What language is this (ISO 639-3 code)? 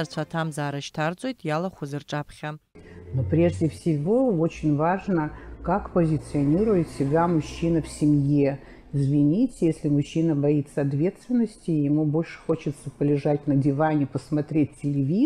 abk